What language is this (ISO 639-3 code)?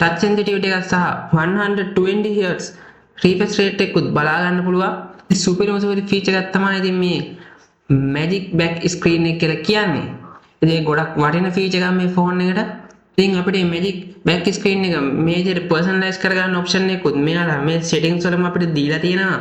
sin